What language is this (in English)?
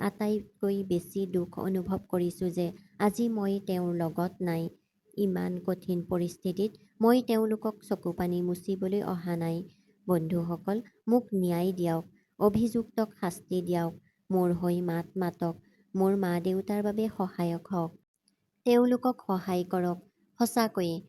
Assamese